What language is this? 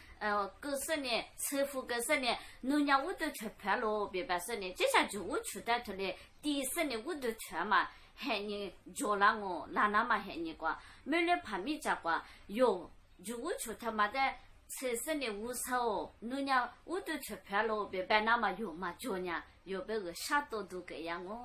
Lisu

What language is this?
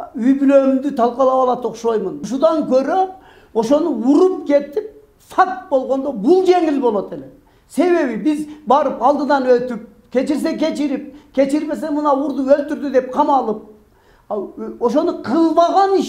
Kyrgyz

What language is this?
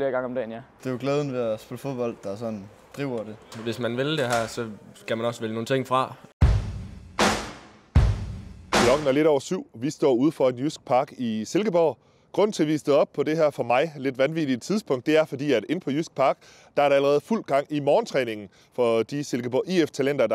Danish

